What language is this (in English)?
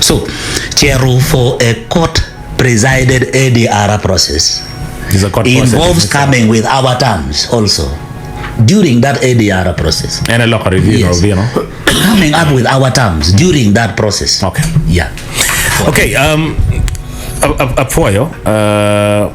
Acoli